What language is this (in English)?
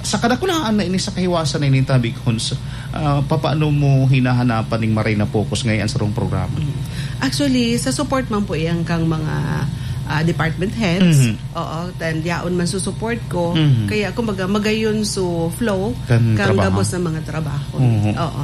Bikol